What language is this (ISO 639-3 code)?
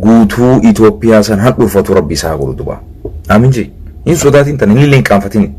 orm